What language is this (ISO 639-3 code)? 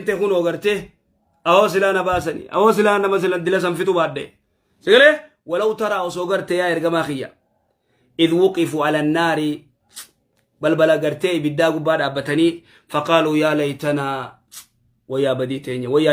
orm